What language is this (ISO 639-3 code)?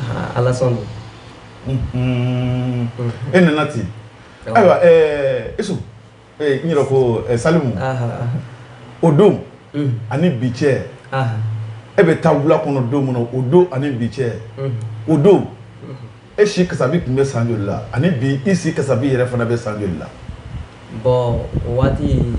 bam